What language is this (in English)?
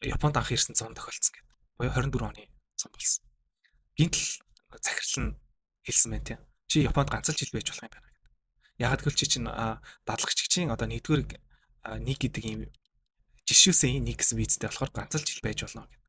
Mongolian